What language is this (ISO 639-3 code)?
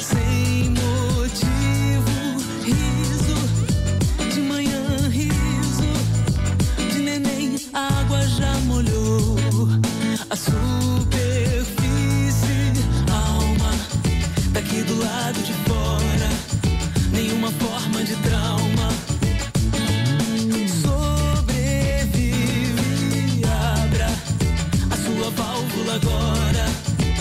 por